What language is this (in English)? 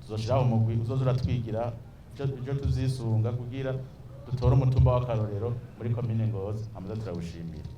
Rundi